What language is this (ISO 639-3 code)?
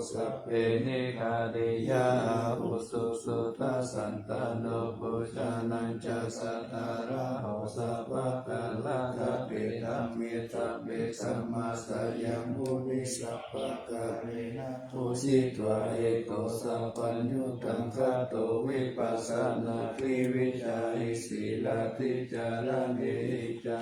pli